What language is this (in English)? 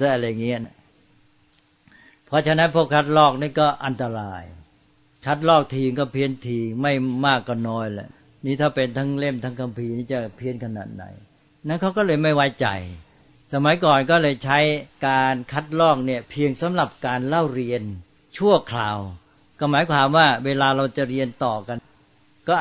Thai